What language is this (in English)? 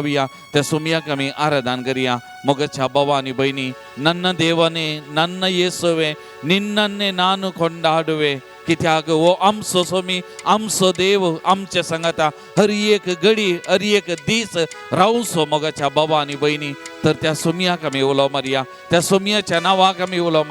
Konkani